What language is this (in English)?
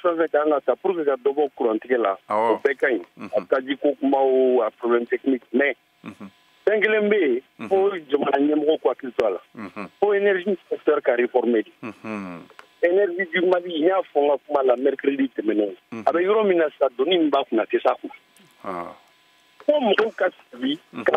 Bambara